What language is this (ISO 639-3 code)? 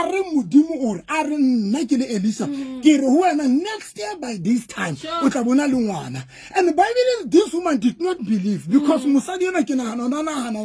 sot